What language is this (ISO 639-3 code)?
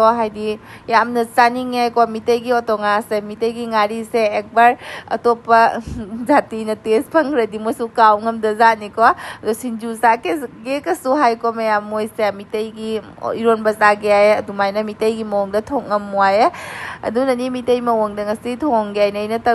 mni